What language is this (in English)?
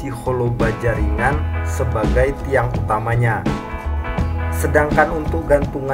Indonesian